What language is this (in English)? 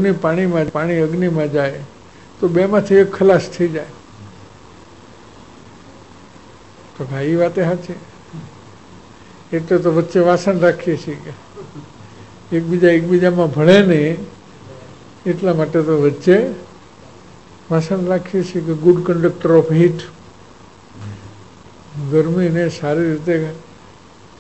Gujarati